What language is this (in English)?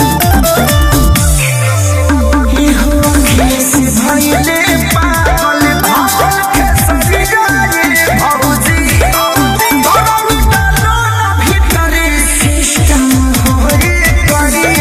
Bhojpuri